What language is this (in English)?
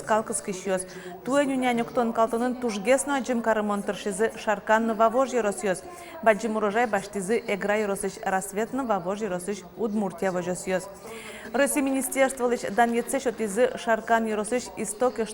Udmurt